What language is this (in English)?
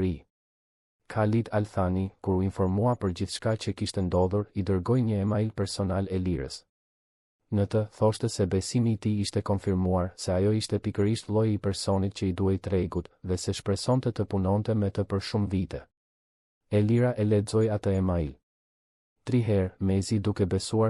Albanian